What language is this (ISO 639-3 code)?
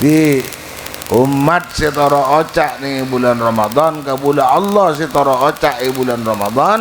mad